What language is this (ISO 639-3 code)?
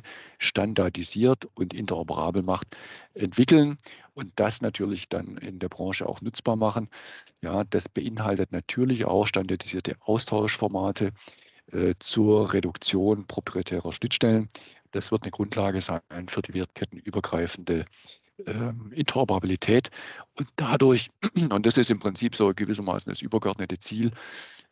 deu